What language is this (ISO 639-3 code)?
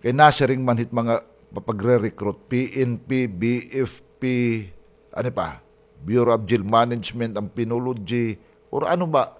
war